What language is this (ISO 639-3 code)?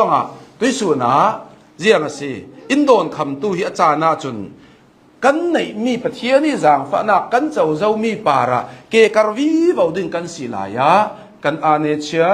cnh